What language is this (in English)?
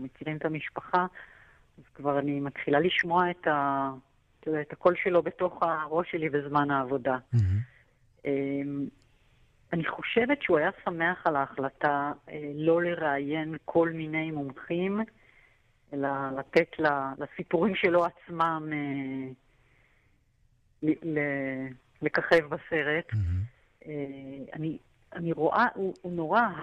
Hebrew